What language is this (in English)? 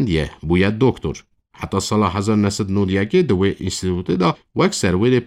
Kurdish